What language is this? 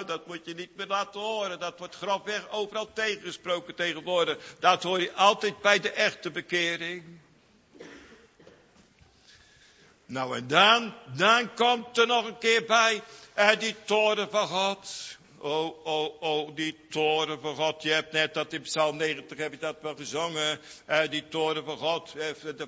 Dutch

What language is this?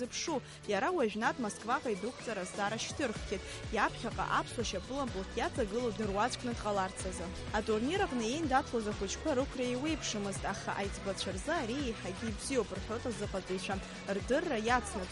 Abkhazian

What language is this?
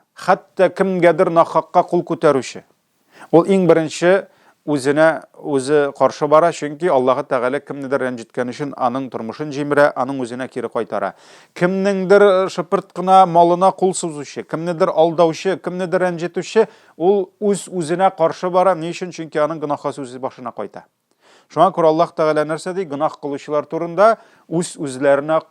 Tatar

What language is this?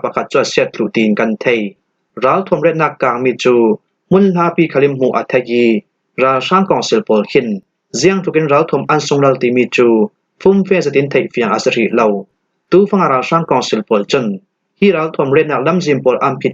Falam Chin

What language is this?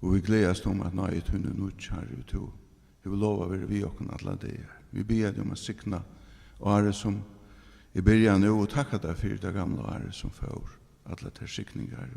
Faroese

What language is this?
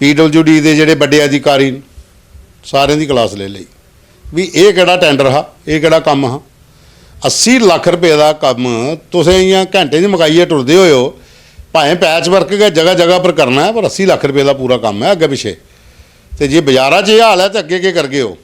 Dogri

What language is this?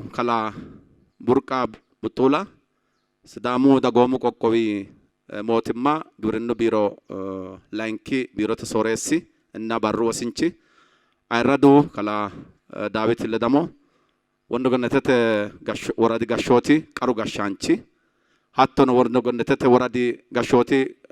Sidamo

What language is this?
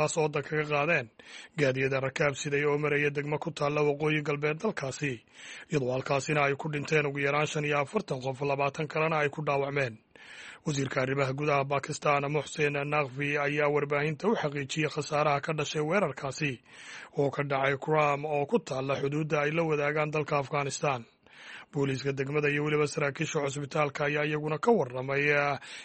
Somali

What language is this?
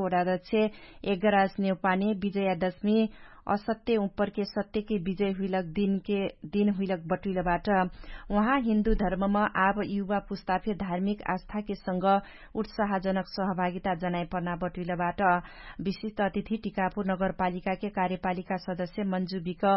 Dangaura Tharu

